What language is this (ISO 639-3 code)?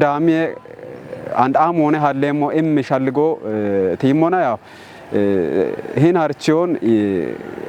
kbr